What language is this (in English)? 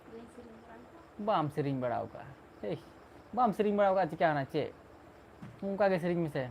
Santali